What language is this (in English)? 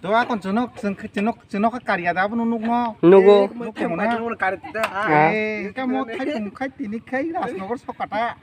Kok Borok